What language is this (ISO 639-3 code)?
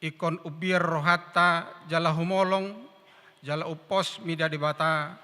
bbc